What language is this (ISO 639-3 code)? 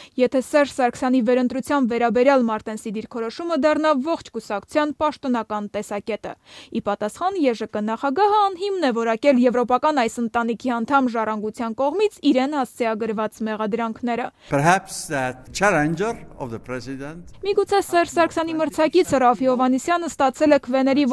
hye